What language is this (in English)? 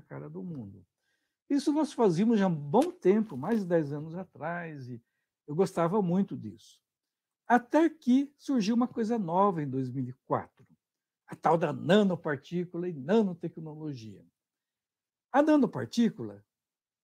Portuguese